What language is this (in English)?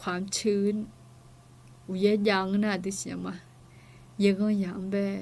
Akha